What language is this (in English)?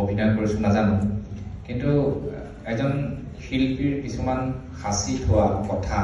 Assamese